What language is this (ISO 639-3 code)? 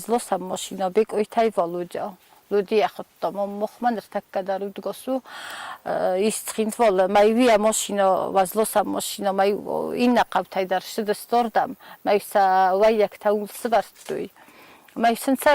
oss